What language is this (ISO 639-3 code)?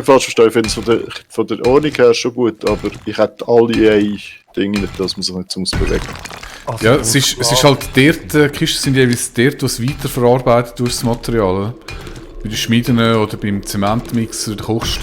gsw